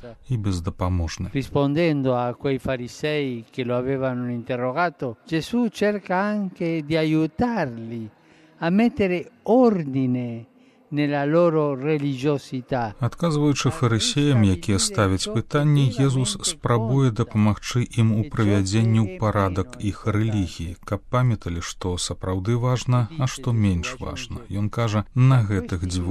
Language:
Belarusian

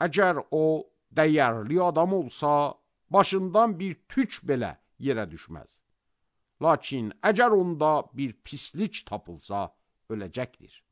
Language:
Azerbaijani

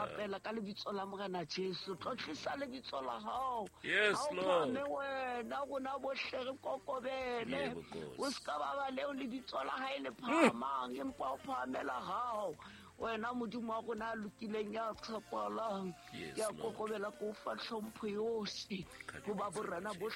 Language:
Southern Sotho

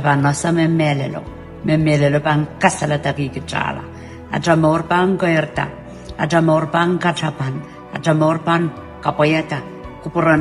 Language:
Pohnpeian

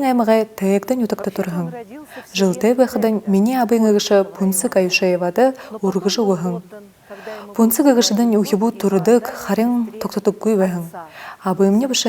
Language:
Buriat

